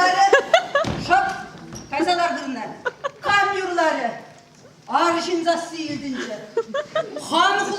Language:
Chuvash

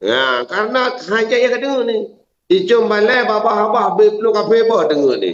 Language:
Achinese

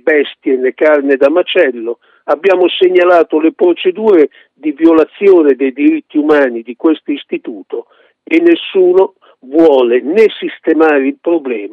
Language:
Italian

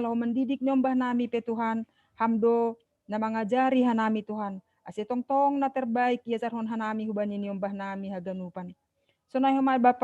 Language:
Batak Simalungun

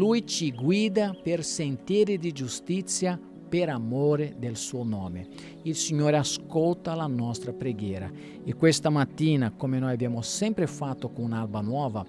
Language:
Italian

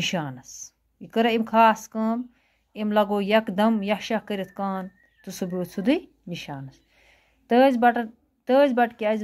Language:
Kashmiri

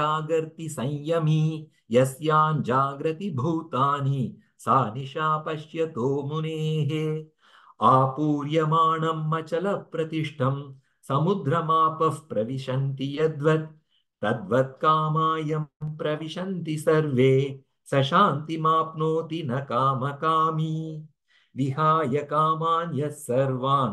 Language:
Sanskrit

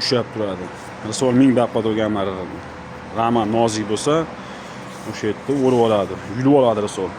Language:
Uzbek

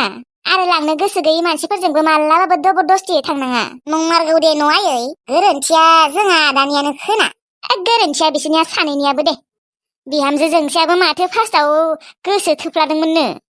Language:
Bodo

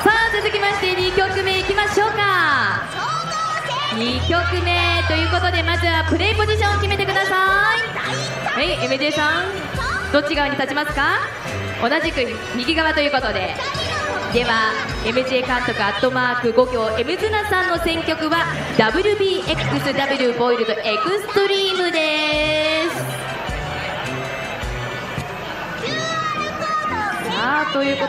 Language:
Japanese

